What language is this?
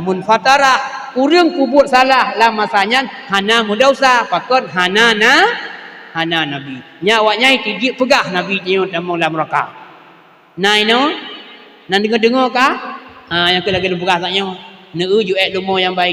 Achinese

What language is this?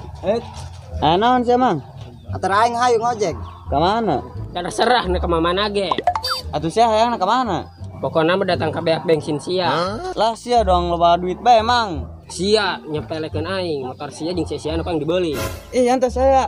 Sundanese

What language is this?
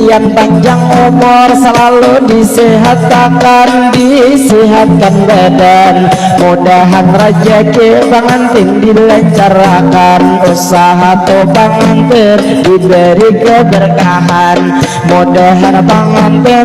Banjar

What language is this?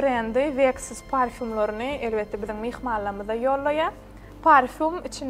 Turkmen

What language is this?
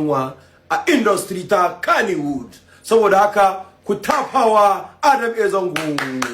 Hausa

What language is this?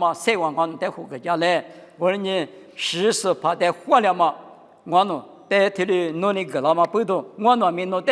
Lisu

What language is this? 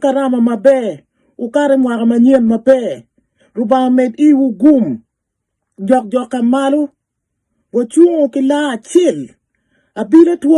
Acoli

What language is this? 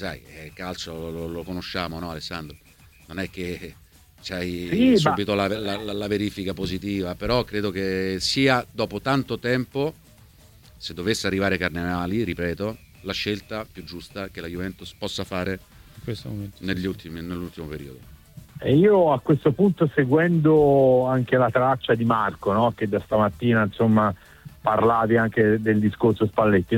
Italian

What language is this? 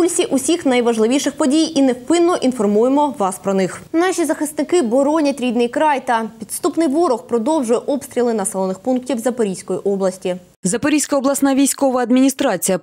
Ukrainian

